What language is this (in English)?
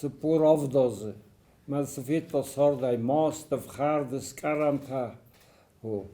Ossetic